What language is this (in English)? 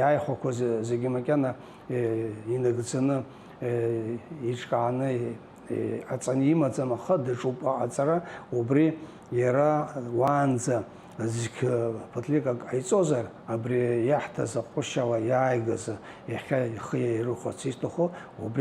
Abkhazian